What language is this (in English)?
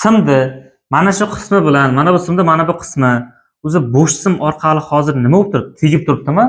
Uzbek